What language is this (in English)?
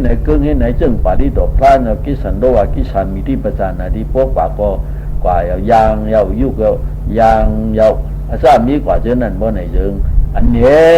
Shan